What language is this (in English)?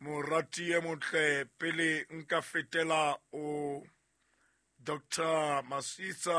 Southern Sotho